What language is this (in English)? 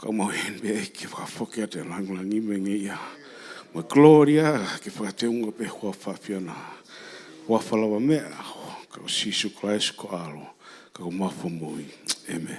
Tongan